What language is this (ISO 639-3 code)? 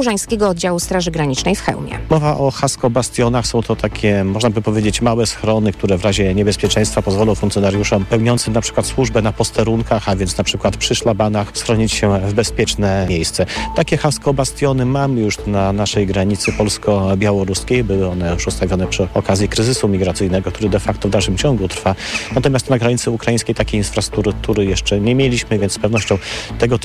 pol